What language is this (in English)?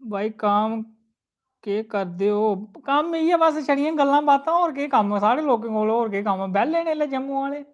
Dogri